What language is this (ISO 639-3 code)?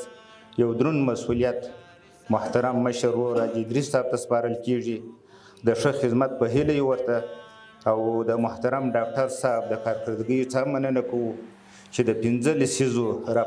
pus